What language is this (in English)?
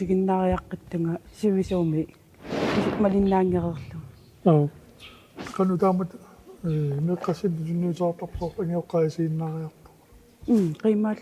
Kalaallisut